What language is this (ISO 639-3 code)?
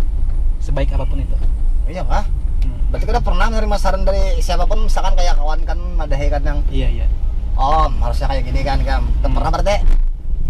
bjn